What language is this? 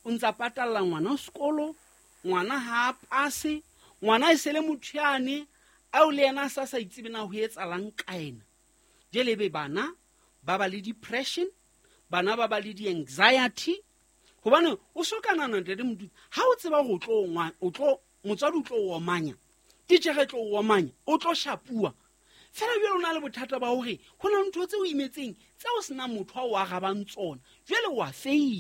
Southern Sotho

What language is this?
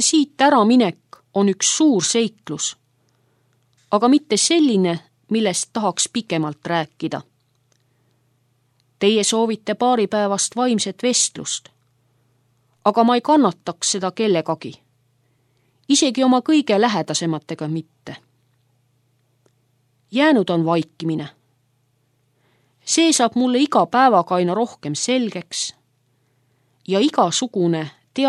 Estonian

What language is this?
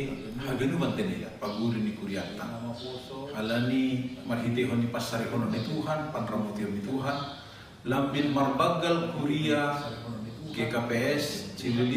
Batak Simalungun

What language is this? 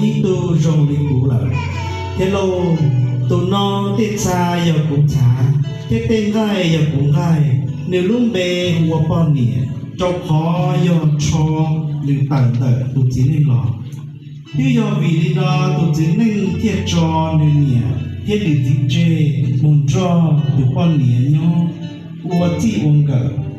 Hmong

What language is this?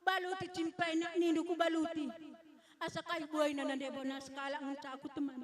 Batak Karo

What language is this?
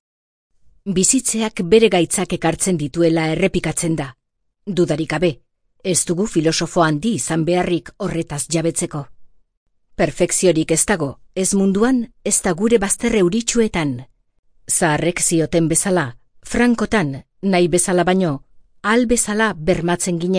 Basque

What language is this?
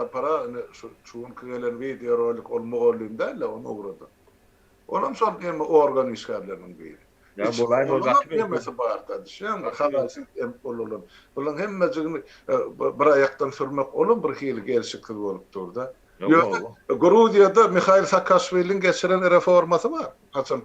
Turkmen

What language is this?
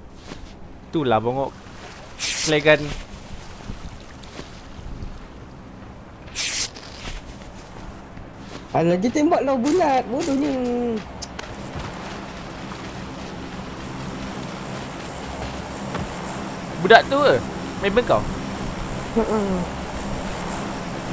Malay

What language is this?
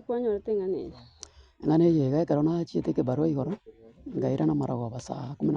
Gusii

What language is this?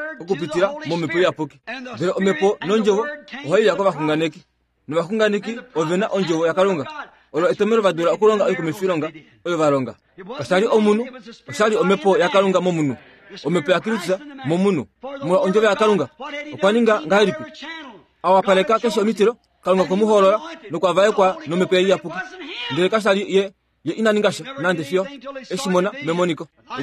Kuanyama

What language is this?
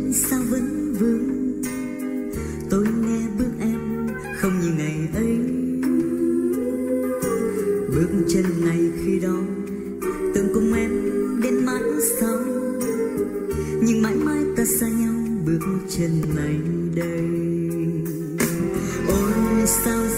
Vietnamese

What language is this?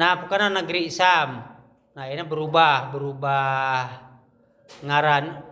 Sundanese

